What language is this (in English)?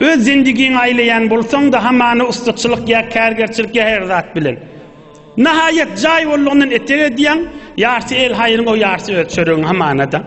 Turkmen